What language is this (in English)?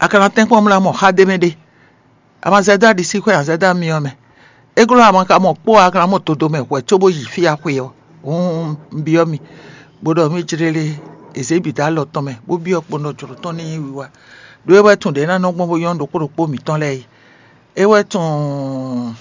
Fon